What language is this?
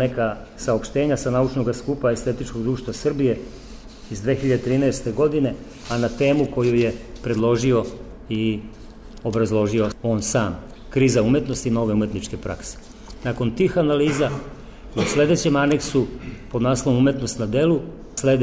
Serbian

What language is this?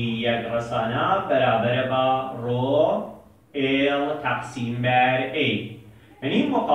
Persian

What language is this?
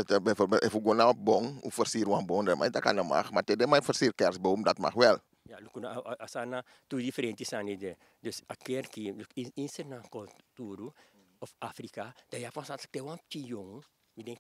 Sranan Tongo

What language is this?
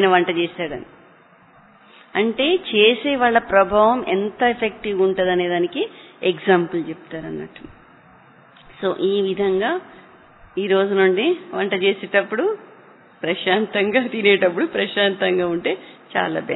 Telugu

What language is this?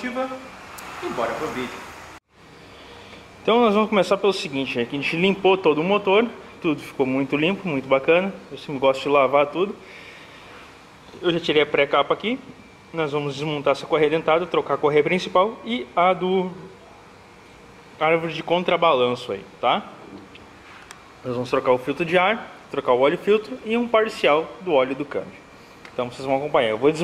Portuguese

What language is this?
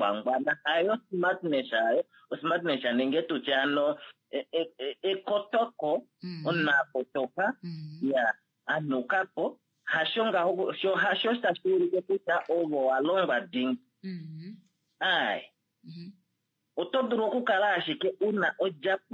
Kuanyama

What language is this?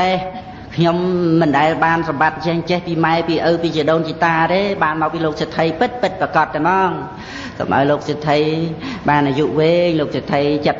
Khmer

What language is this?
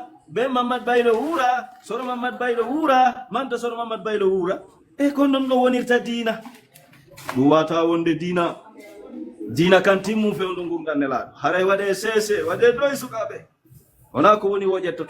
Fula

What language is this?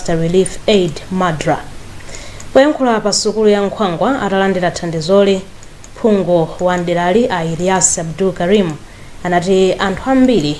Nyanja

